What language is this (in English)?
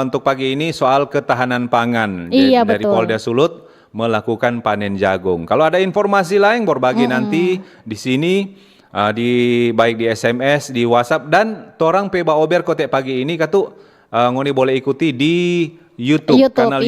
Manado Malay